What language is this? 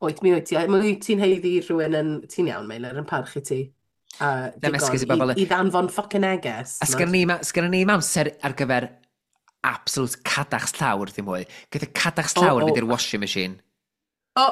Welsh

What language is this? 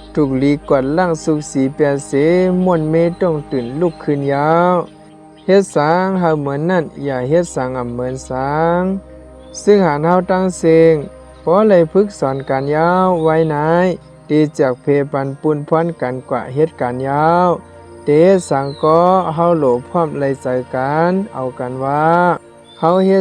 Shan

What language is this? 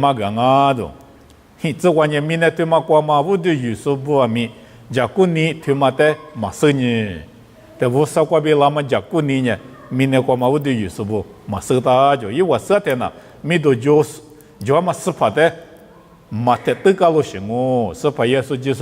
Lisu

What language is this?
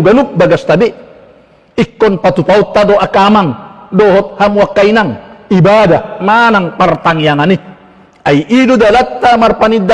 Batak Toba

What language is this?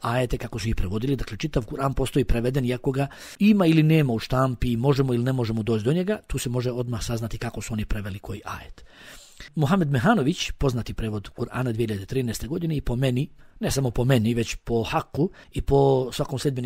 Bosnian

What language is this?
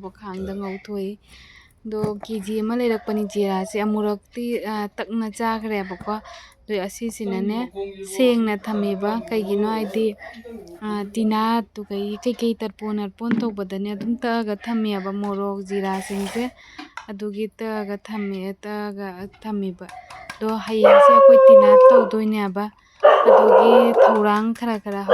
Manipuri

